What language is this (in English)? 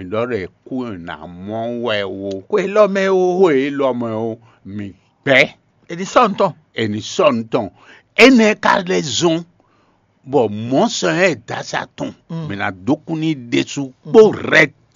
Fon